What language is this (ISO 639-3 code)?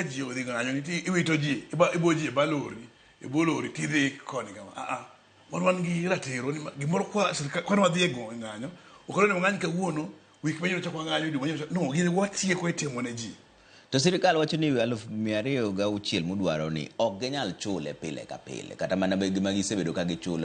luo